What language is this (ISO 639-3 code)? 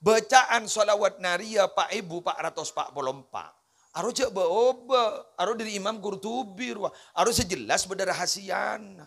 mad